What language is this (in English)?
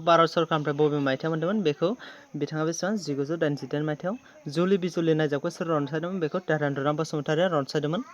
Bodo